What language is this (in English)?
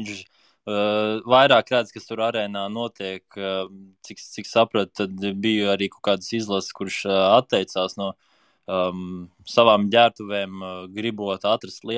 Latvian